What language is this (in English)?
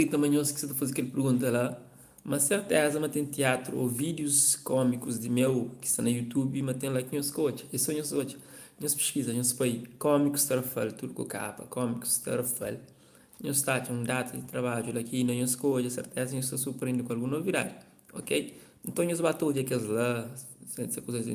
Kabuverdianu